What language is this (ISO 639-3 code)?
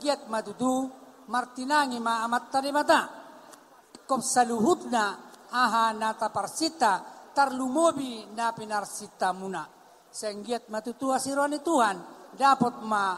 bbc